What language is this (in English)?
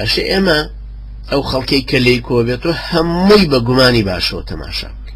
Central Kurdish